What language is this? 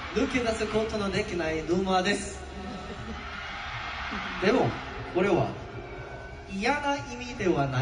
Japanese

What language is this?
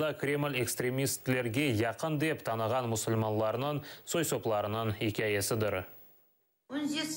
Crimean Tatar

